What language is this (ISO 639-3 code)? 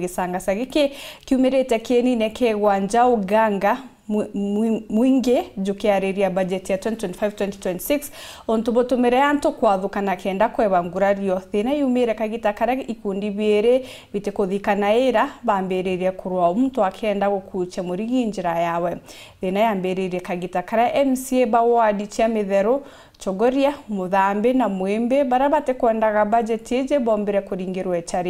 mer